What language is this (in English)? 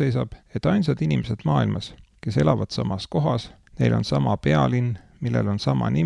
Estonian